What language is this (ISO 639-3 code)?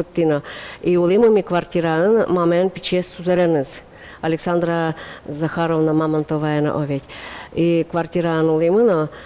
udm